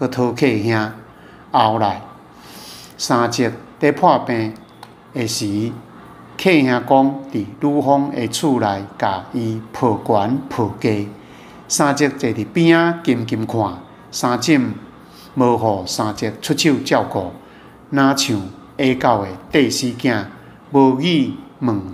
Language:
Min Nan Chinese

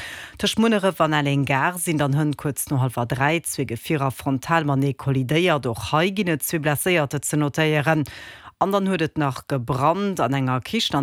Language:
Luxembourgish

